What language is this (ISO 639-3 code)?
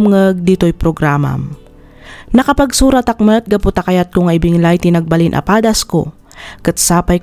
ilo